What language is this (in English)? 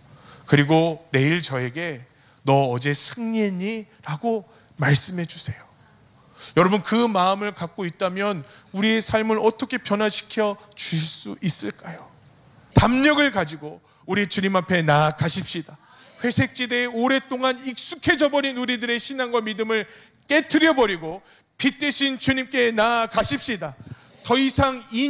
Korean